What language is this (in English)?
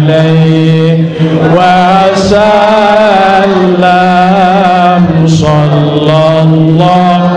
Sasak